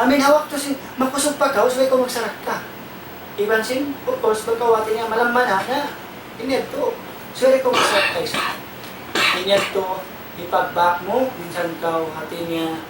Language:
Tausug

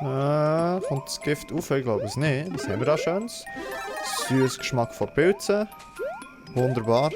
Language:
Swiss German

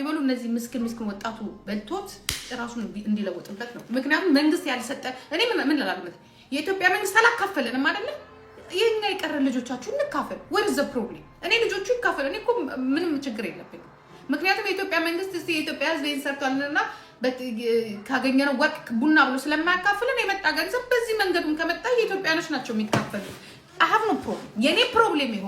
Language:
Amharic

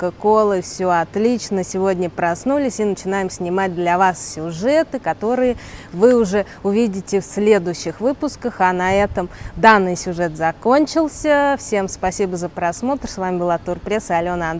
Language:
Russian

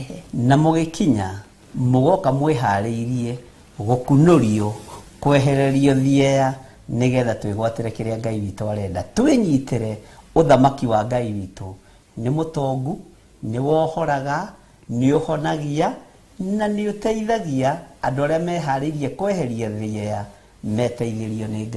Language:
Kikuyu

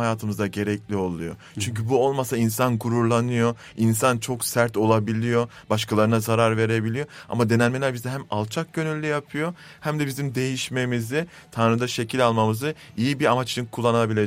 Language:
Turkish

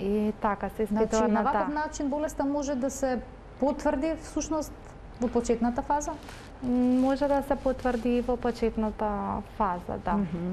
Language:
Macedonian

